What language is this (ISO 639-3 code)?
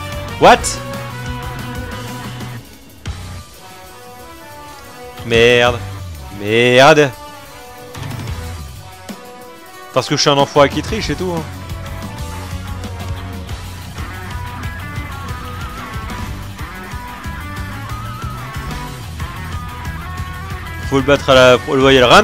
fra